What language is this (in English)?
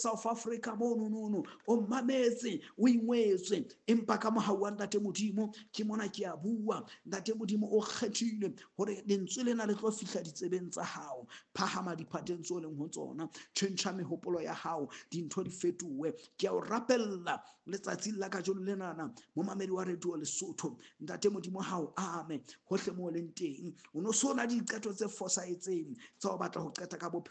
Southern Sotho